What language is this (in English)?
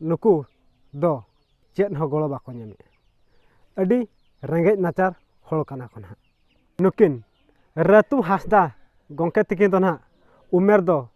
Santali